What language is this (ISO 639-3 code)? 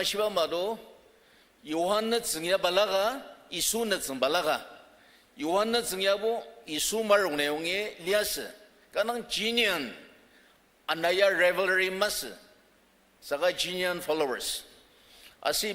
njo